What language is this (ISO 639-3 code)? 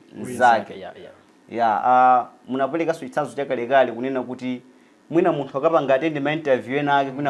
nya